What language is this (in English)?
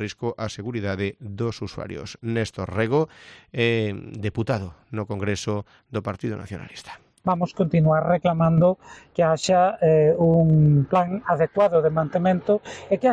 Galician